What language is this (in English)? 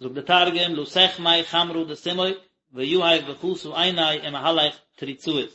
Yiddish